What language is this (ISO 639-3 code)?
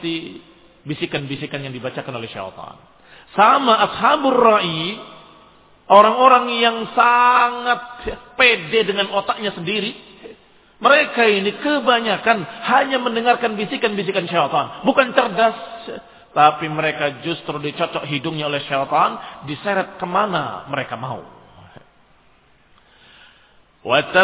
ind